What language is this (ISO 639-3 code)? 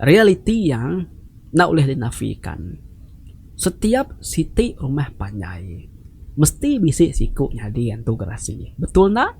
iba